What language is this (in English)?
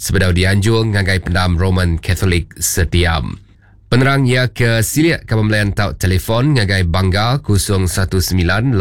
Iban